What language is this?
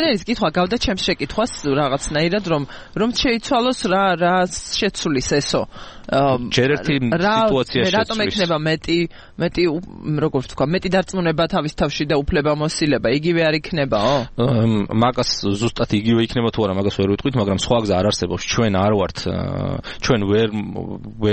Georgian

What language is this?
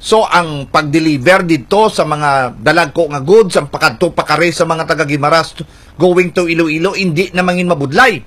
Hiligaynon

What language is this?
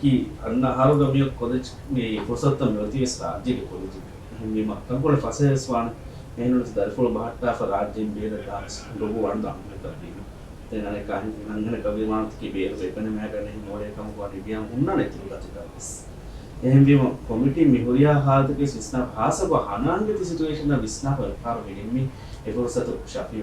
Divehi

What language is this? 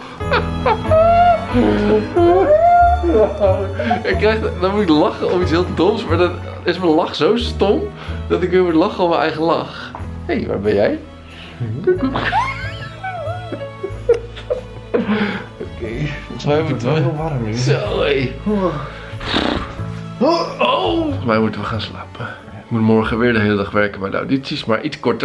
Dutch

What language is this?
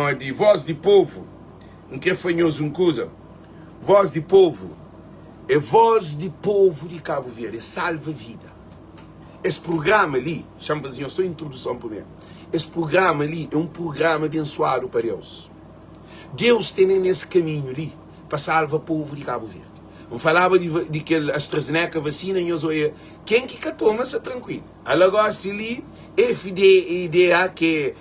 Kabuverdianu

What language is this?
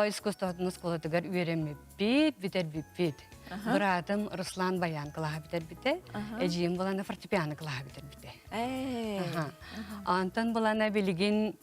Yakut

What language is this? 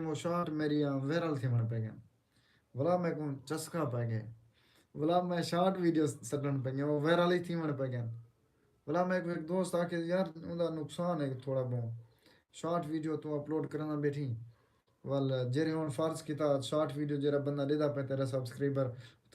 Saraiki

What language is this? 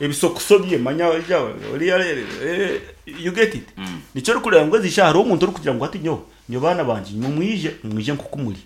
Nyankole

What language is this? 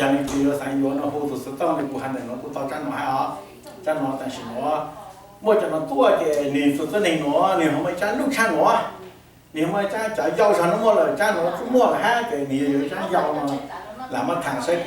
Hmong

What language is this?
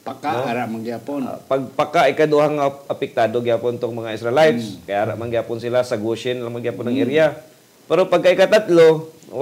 Hiligaynon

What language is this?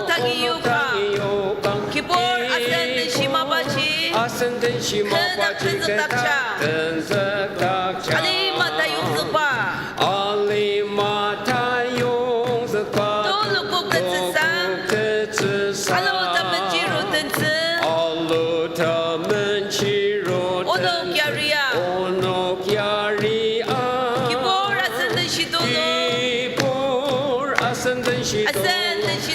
Ao Naga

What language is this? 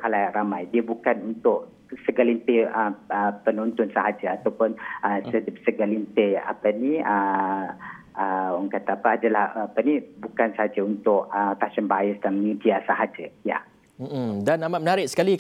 Malay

